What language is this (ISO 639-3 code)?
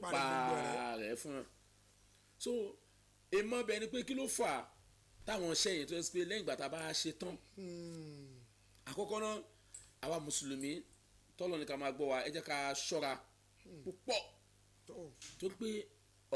yor